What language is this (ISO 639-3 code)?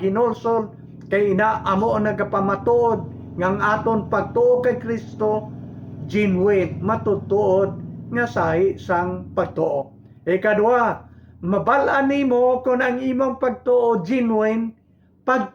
hil